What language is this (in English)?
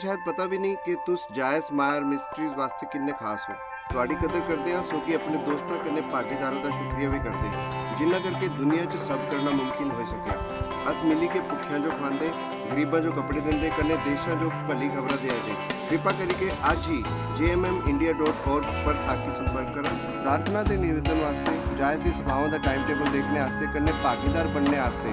Dogri